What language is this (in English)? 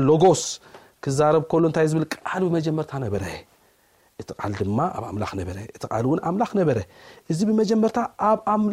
Tigrinya